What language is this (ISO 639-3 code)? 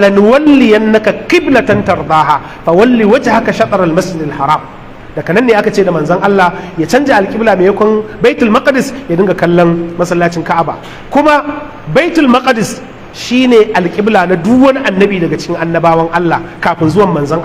hau